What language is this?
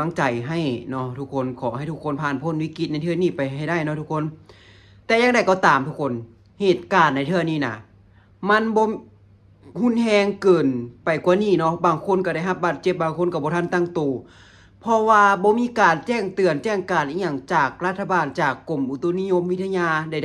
Lao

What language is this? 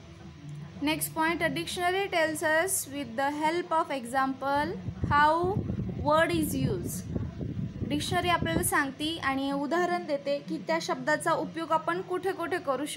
Marathi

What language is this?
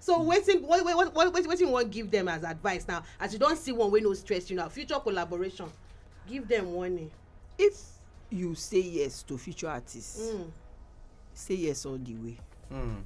Nigerian Pidgin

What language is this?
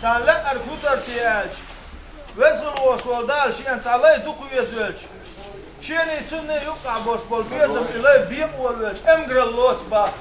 Chechen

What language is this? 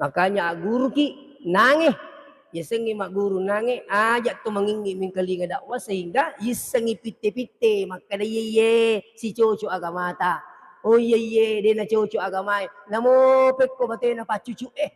Buginese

